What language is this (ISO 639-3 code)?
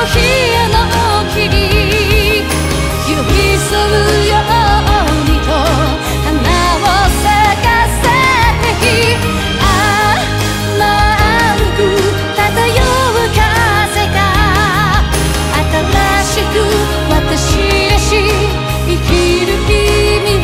jpn